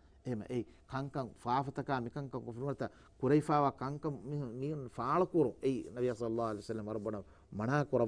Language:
Divehi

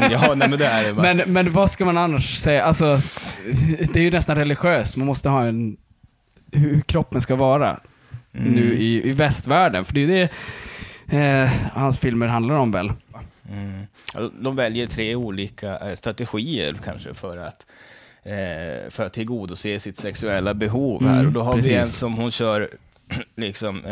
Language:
Swedish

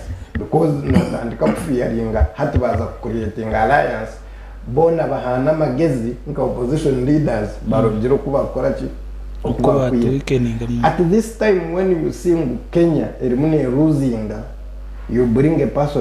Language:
Nyankole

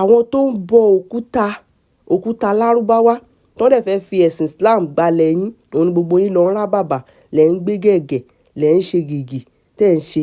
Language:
Yoruba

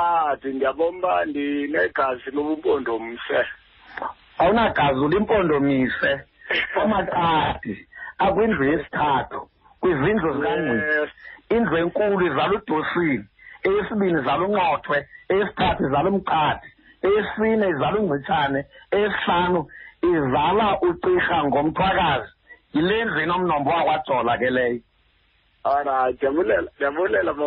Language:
Xhosa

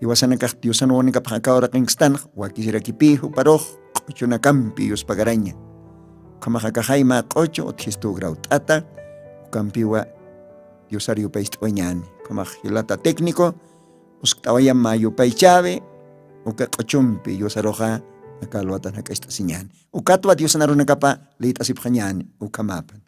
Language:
Aymara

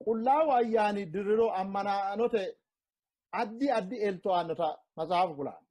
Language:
Sidamo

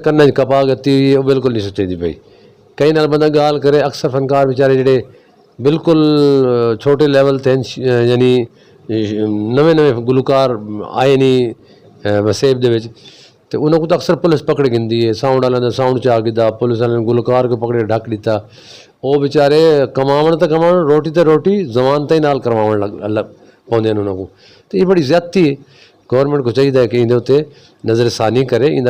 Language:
Saraiki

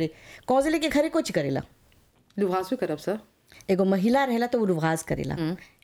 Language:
Bhojpuri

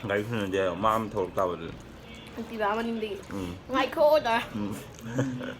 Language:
Manipuri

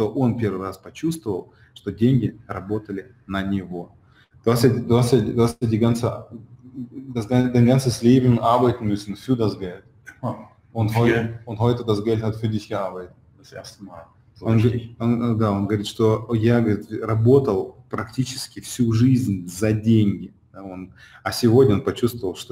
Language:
Russian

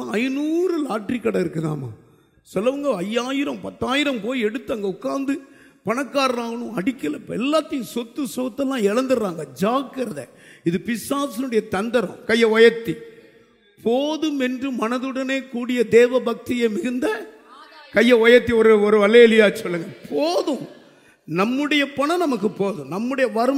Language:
Tamil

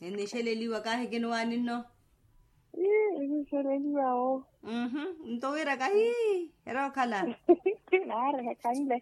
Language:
Makhuwa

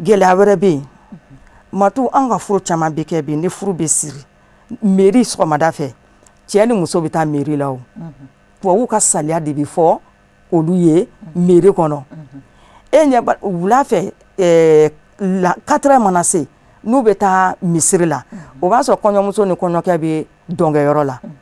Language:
Bambara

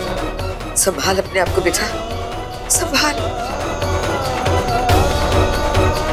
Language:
Hindi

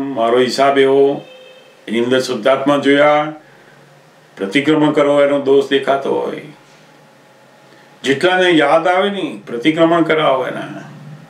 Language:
Gujarati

